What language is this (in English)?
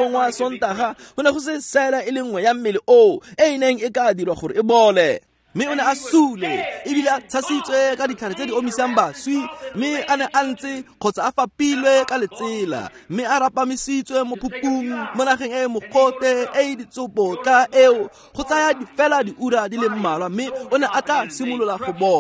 Tswana